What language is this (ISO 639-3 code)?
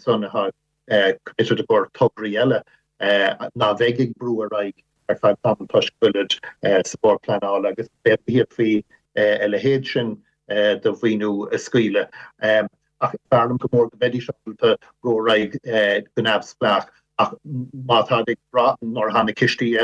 gle